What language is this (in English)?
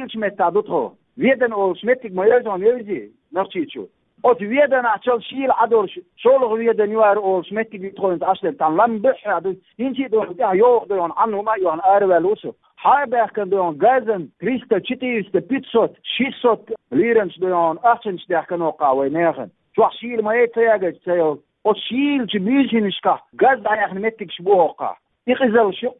Chechen